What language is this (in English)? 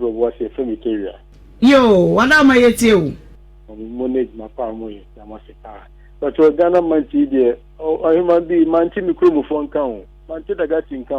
Akan